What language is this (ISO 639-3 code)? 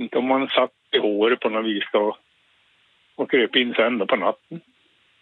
swe